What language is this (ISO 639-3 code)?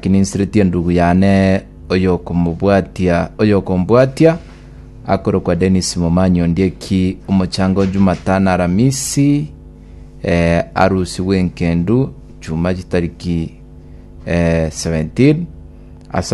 guz